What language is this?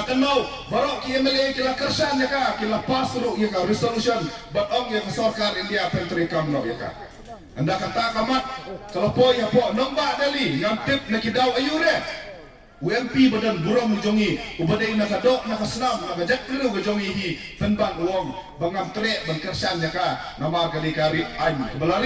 Khasi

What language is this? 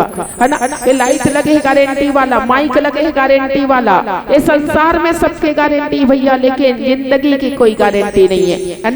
Chhattisgarhi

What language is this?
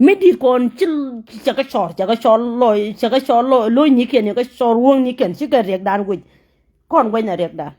Nuer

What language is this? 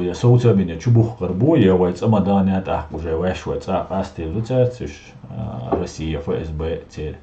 Chechen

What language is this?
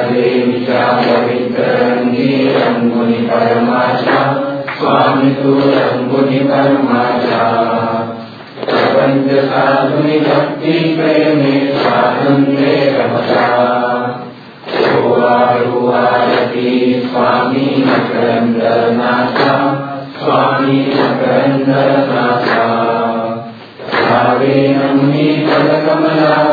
Marathi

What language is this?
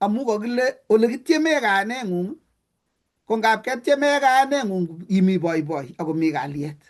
Kalenjin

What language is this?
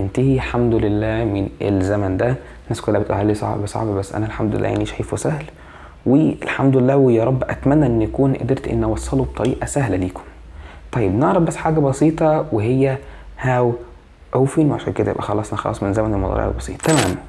Egyptian Arabic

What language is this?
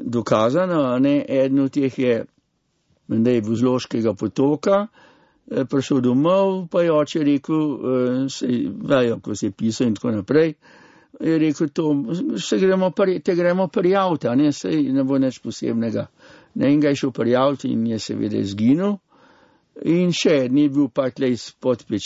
Slovenian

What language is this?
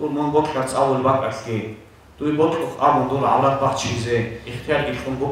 Avaric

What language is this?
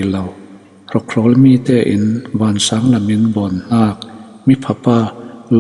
Falam Chin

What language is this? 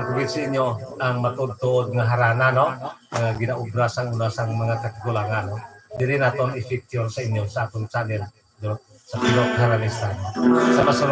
Hiligaynon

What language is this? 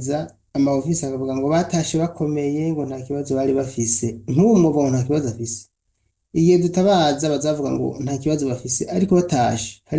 Rundi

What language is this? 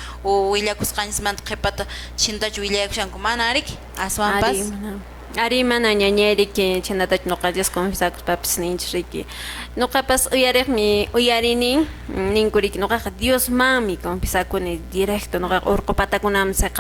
Quechua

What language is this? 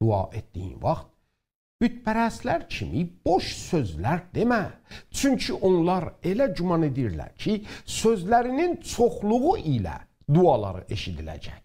South Azerbaijani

